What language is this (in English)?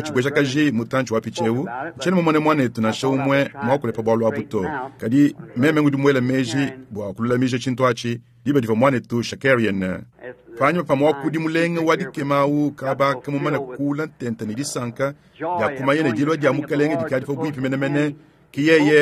Luba-Lulua